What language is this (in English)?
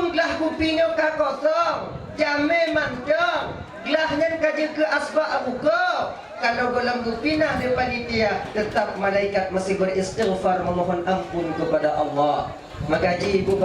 Achinese